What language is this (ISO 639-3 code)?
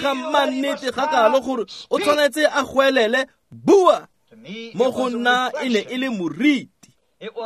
tsn